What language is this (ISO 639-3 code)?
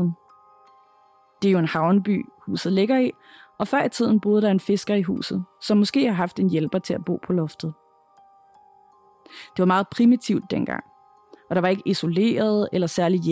dan